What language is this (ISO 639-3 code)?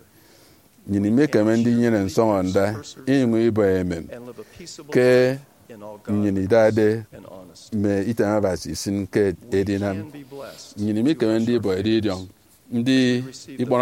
efi